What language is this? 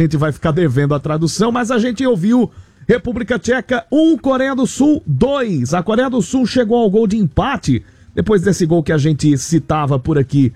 Portuguese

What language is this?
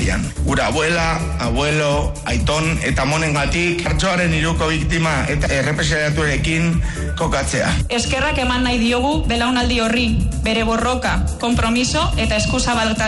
Basque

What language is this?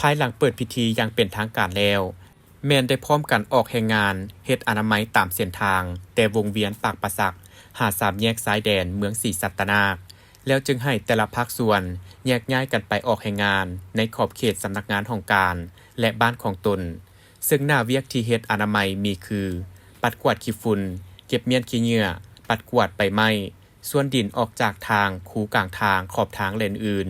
Lao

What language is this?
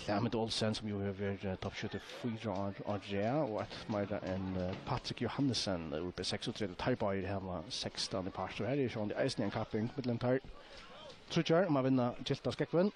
Faroese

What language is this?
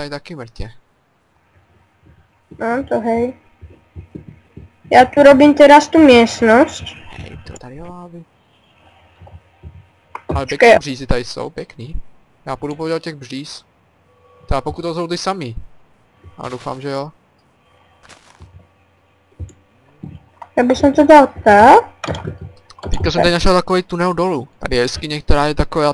Czech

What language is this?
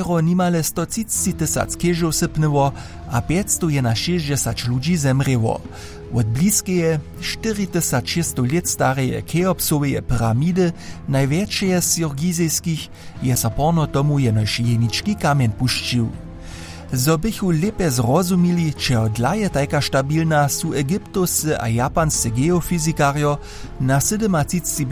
Upper Sorbian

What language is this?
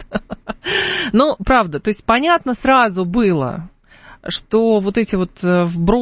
Russian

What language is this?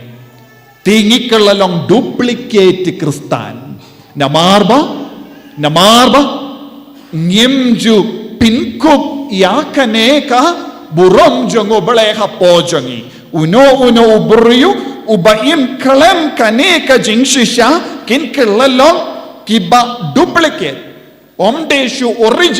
Khasi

